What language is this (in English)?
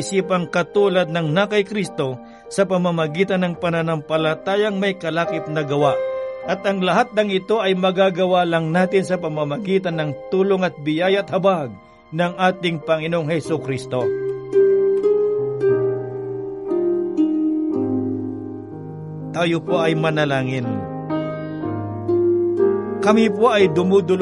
Filipino